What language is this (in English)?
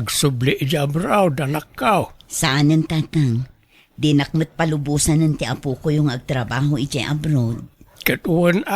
Iloko